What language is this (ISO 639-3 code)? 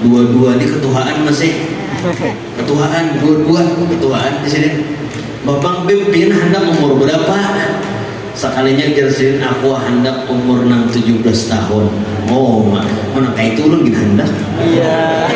bjn